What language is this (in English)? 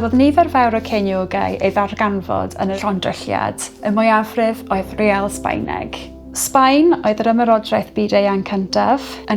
Welsh